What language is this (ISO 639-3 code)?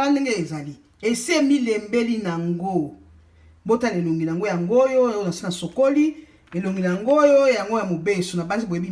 lin